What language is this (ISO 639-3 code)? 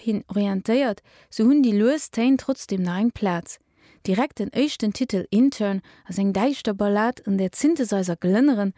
ltz